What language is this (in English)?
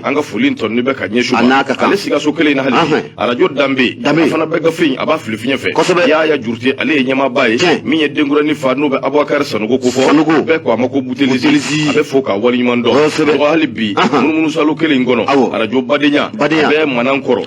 Bambara